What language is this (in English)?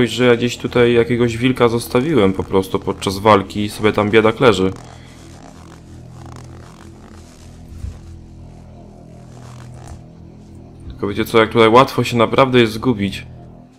Polish